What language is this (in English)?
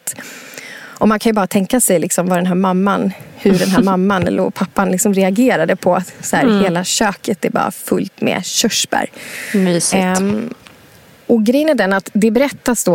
Swedish